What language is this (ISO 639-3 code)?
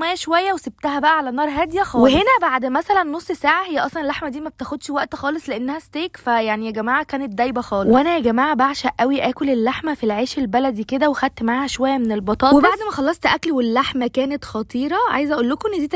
arz